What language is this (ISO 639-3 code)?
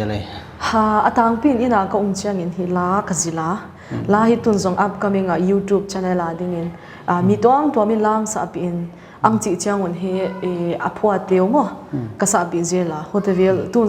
pck